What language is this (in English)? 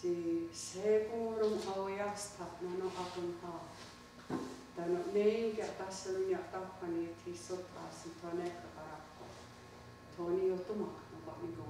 Mohawk